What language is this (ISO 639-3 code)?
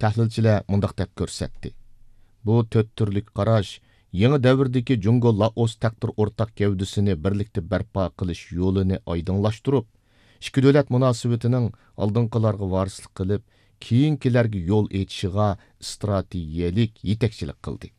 uig